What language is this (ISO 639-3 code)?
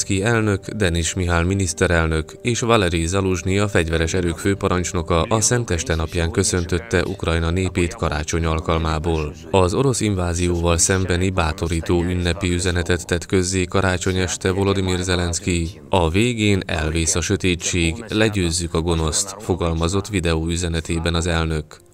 hun